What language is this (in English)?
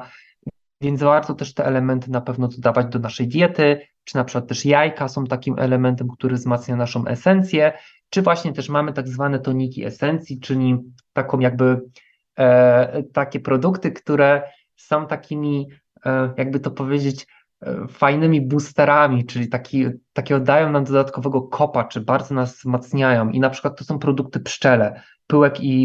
Polish